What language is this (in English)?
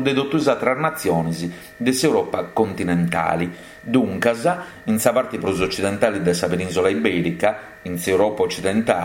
Sardinian